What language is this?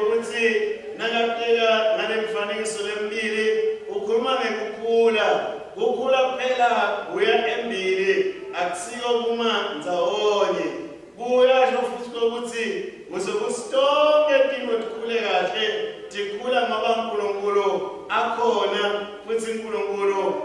Swati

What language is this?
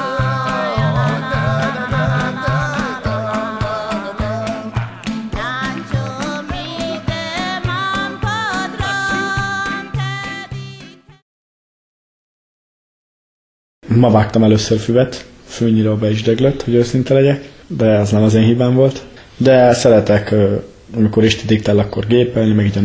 Hungarian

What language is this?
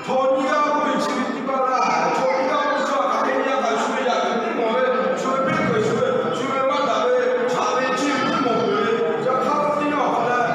Lahu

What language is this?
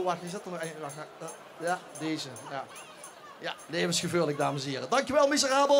Limburgish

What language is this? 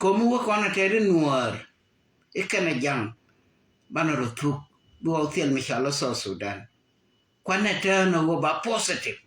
Nuer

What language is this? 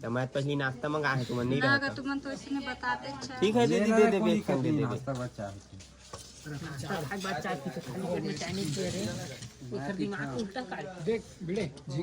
Chhattisgarhi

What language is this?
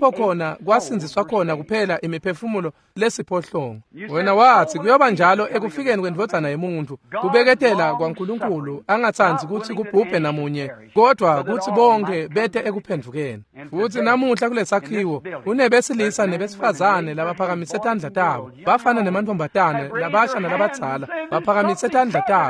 Swati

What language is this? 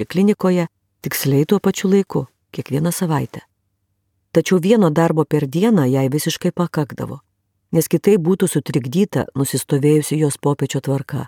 Lithuanian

